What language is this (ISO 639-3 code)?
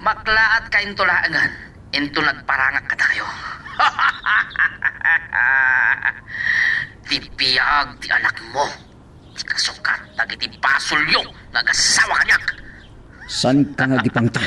ilo